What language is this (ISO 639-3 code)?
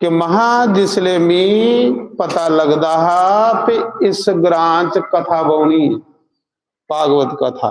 doi